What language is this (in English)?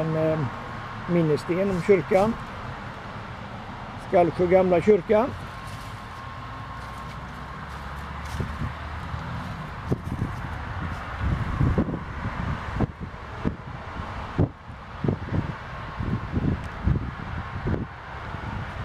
Swedish